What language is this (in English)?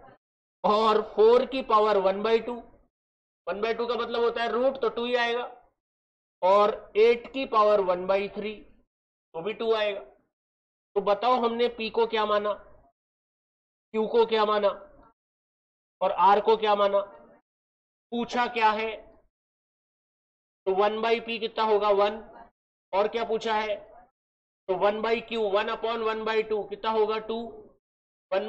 Hindi